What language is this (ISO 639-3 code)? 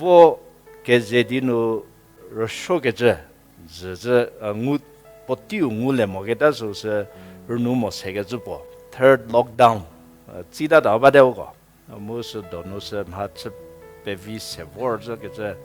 njm